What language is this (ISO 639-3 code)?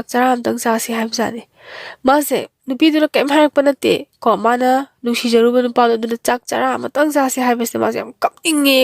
mni